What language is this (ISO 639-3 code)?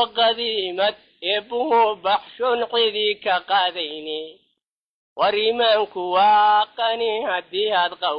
som